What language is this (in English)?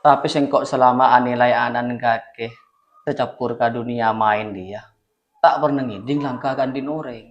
Madurese